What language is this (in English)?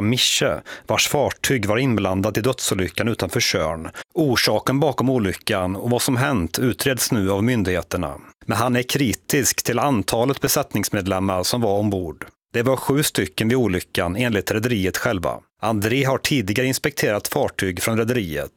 Swedish